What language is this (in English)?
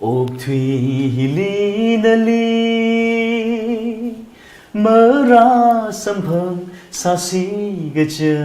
Tangkhul Naga (India)